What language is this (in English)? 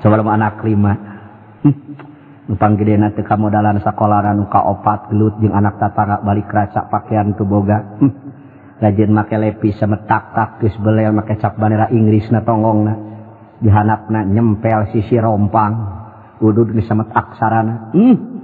Sundanese